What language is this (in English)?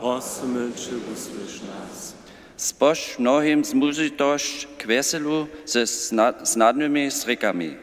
Upper Sorbian